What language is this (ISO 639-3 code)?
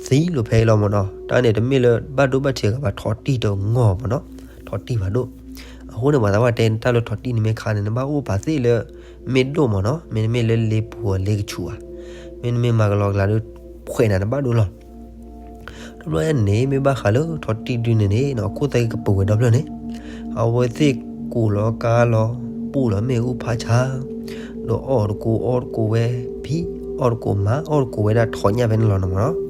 ksw